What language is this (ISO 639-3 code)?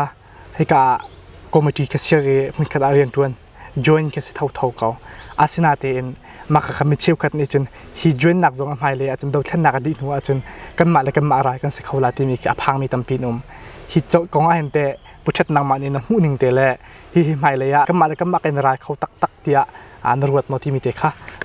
cnh